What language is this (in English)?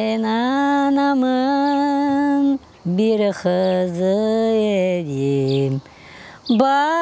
Crimean Tatar